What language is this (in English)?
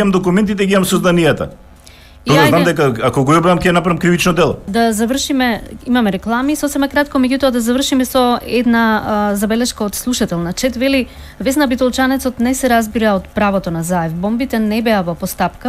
Macedonian